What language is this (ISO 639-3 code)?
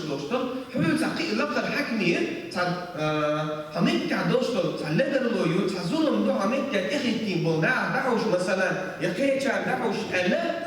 che